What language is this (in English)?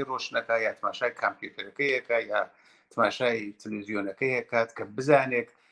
Central Kurdish